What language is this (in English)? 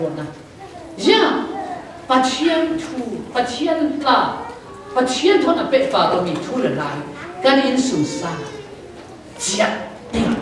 Falam Chin